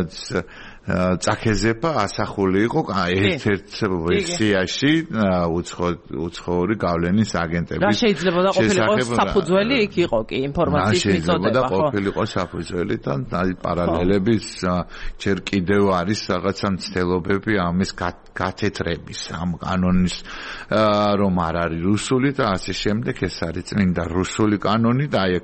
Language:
Georgian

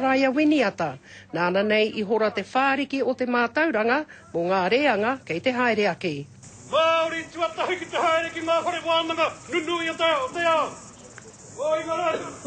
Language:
Māori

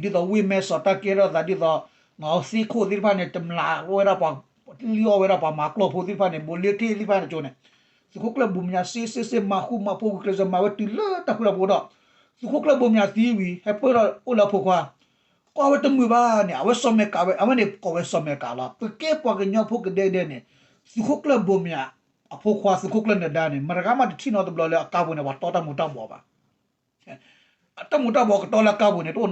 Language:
S'gaw Karen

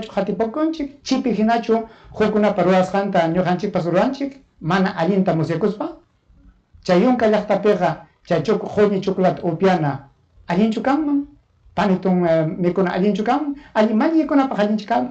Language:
Ayacucho Quechua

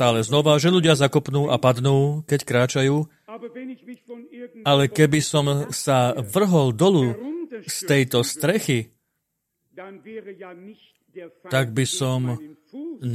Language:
Slovak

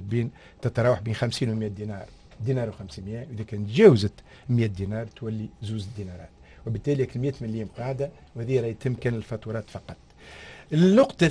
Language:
Tunisian Arabic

